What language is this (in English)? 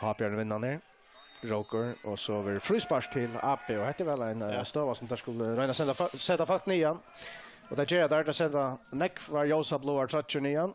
Faroese